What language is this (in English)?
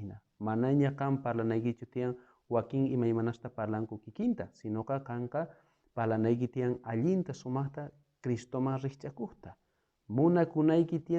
South Bolivian Quechua